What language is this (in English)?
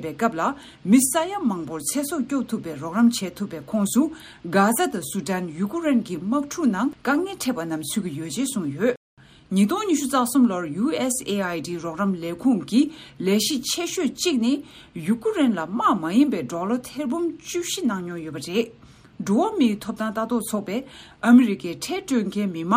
Tibetan